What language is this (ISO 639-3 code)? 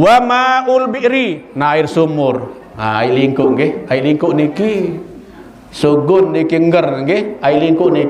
sas